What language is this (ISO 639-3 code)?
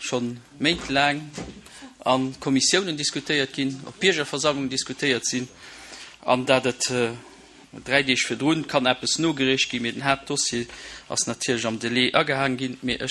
ltz